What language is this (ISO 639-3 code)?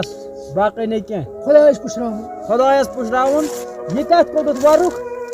kas